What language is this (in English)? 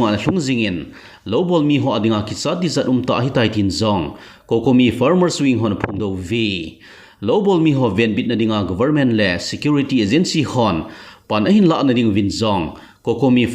Thado Chin